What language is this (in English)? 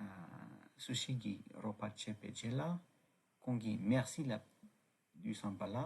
Tibetan